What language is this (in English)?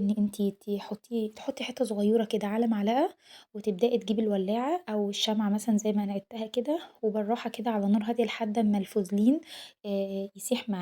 Egyptian Arabic